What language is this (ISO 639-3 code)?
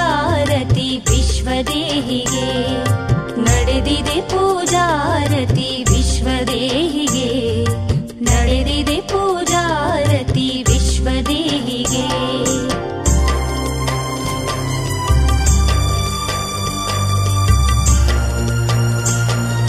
kan